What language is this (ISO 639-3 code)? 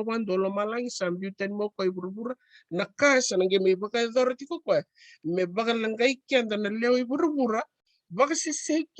fij